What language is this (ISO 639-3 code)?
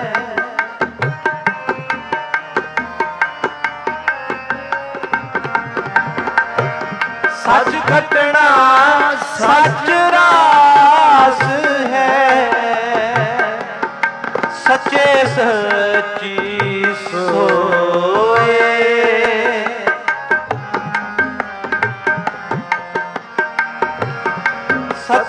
pan